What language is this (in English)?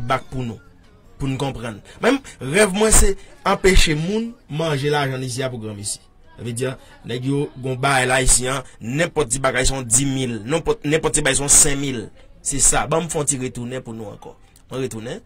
Haitian Creole